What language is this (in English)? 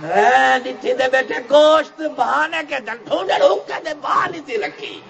Saraiki